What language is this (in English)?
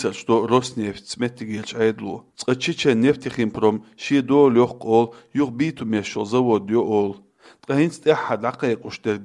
Chechen